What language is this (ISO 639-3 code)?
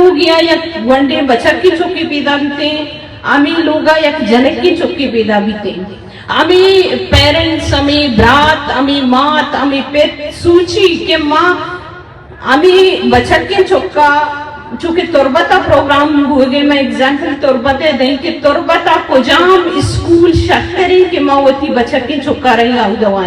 bgp